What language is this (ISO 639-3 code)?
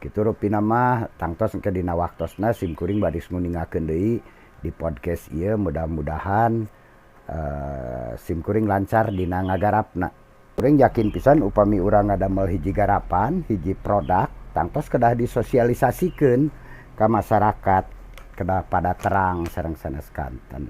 sun